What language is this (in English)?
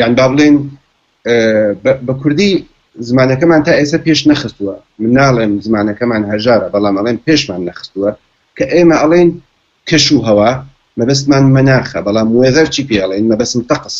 Central Kurdish